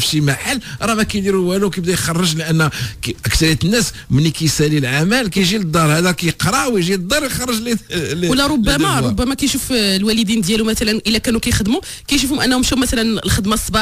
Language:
Moroccan Arabic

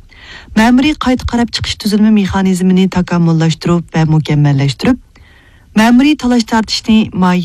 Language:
Uyghur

